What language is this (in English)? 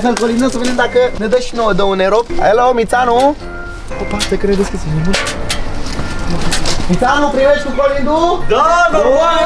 Romanian